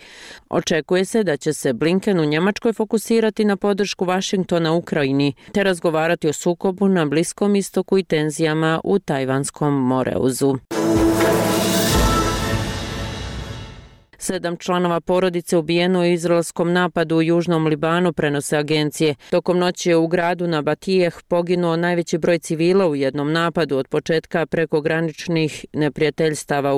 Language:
Bosnian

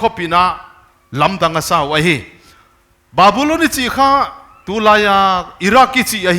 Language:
Paite Chin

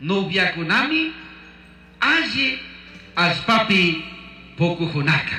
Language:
Chimborazo Highland Quichua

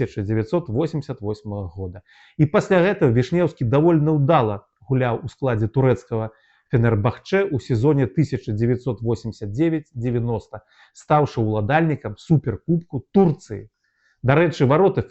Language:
Belarusian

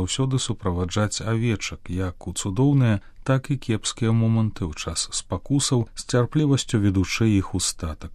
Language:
Belarusian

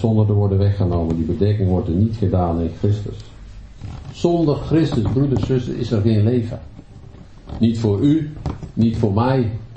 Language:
Dutch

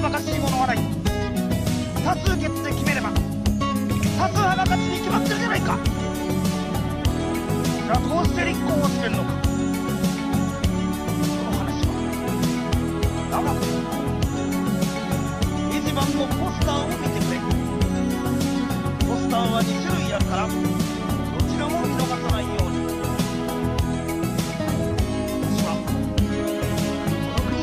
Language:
Japanese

